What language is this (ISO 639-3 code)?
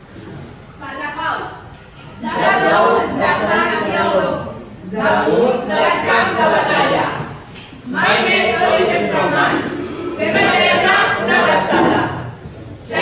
cat